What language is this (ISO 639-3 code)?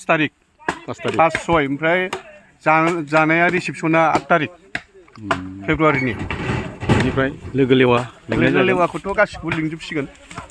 brx